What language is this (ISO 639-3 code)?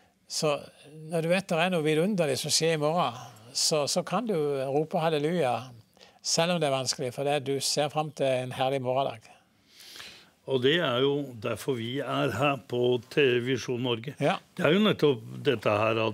nor